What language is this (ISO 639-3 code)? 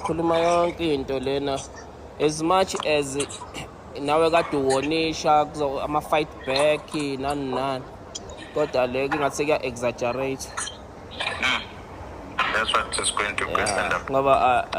zul